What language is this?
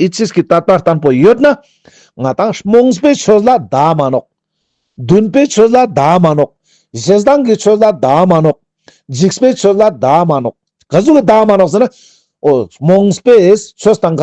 Ladakhi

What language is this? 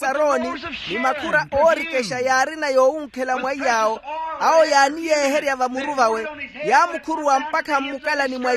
Makhuwa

